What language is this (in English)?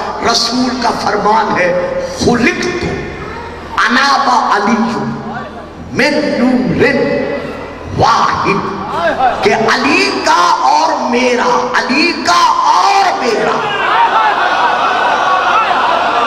Urdu